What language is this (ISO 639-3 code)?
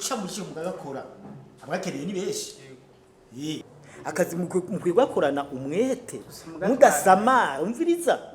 run